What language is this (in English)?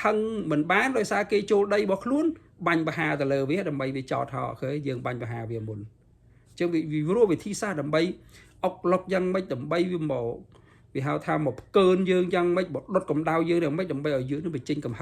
Khmer